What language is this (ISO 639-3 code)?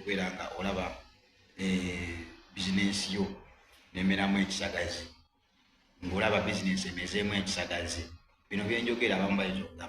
lug